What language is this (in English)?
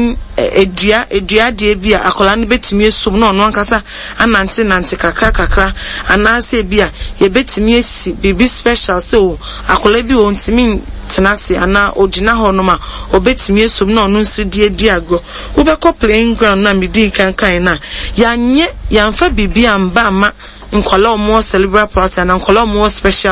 Akan